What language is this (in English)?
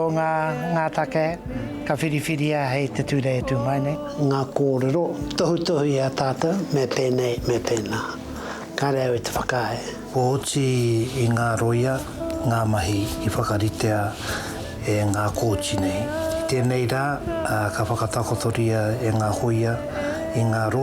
Māori